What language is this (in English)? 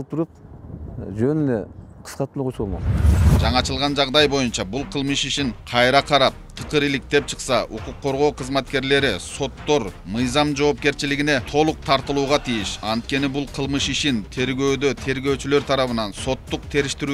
Kyrgyz